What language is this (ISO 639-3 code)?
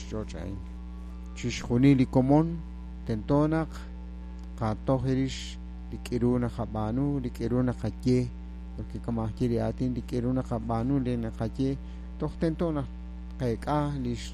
kek